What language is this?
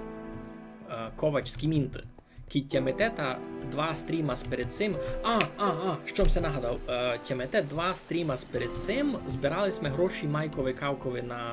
Rusyn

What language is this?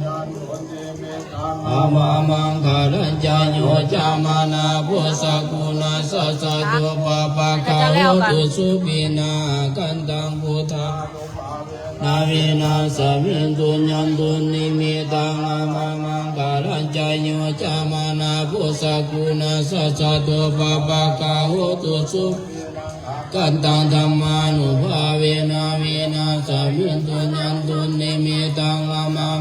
Pali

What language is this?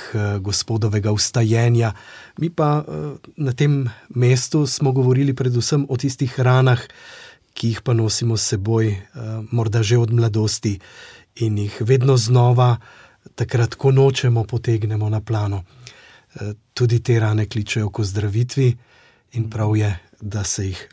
Slovenian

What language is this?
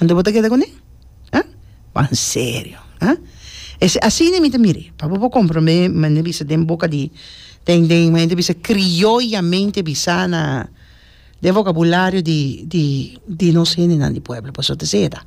Papiamento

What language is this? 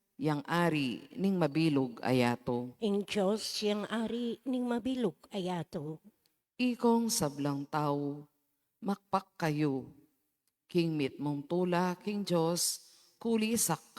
Pampanga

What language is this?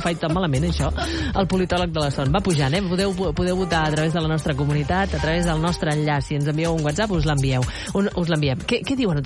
Catalan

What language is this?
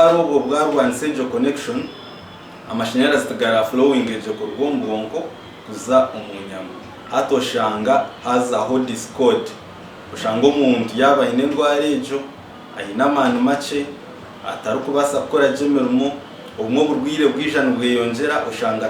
Nyankole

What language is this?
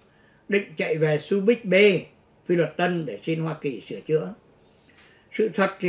Vietnamese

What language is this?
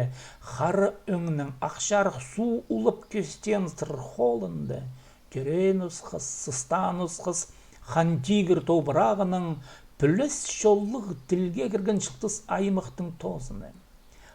Khakas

